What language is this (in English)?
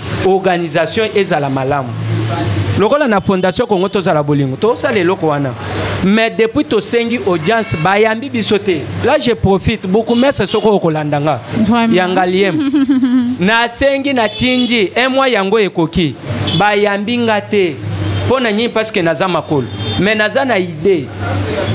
Lingala